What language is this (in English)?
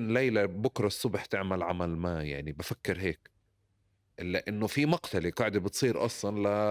North Levantine Arabic